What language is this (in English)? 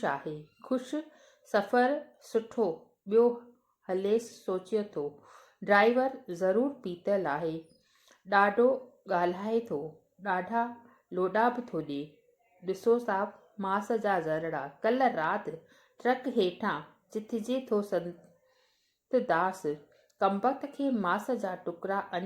Sindhi